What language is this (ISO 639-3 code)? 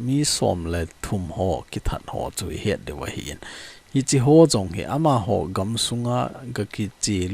tcz